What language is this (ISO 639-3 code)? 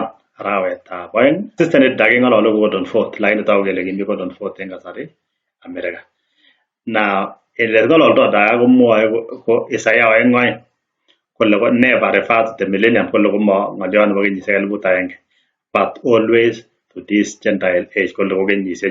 kln